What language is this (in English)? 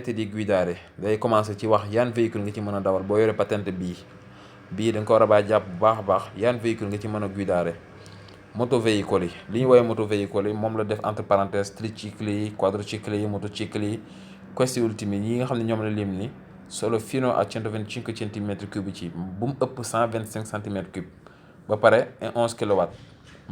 Wolof